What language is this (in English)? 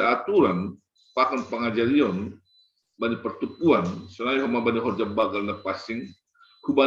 Batak Simalungun